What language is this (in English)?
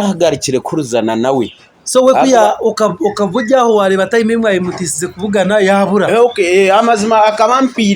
Nyankole